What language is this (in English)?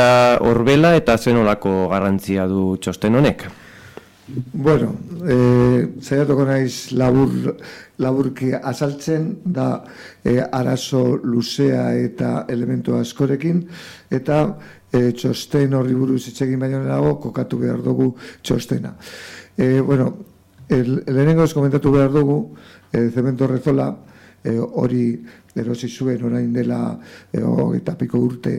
Basque